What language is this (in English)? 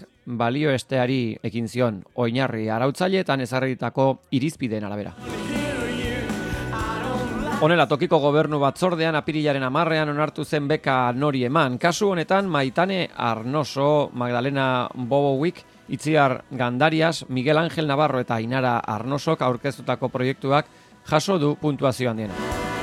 Basque